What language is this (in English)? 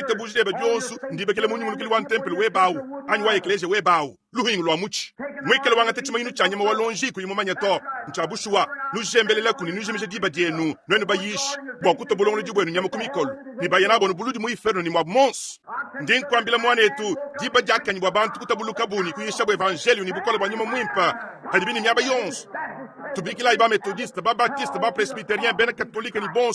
Luba-Lulua